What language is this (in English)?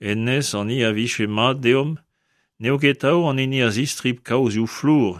Breton